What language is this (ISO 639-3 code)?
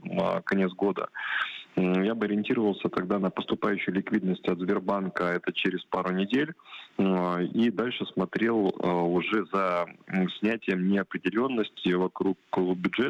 rus